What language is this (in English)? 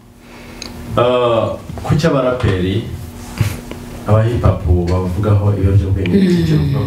Kinyarwanda